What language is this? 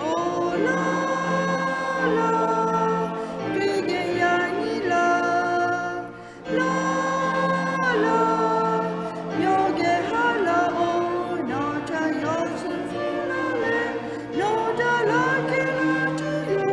Lahu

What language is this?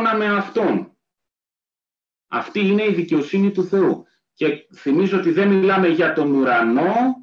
Greek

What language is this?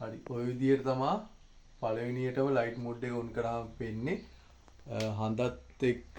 Sinhala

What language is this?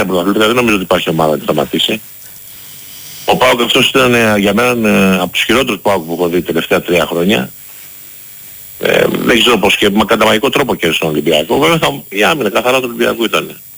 Greek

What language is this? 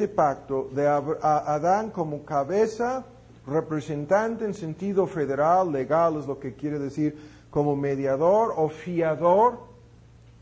Spanish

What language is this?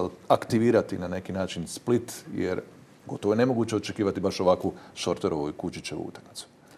Croatian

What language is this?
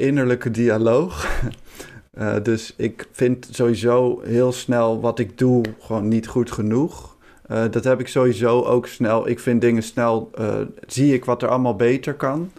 Dutch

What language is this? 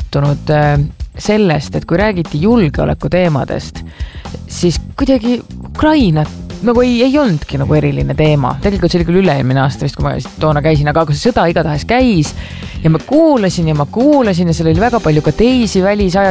Estonian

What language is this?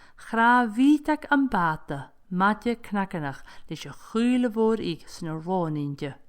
Scottish Gaelic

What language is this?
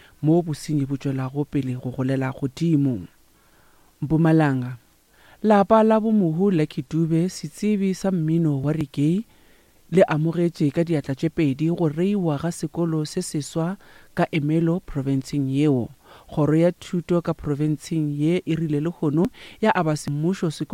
Northern Sotho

